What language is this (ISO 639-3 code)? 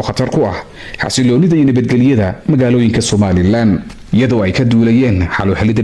som